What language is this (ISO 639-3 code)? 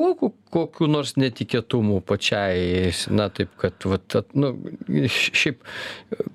lit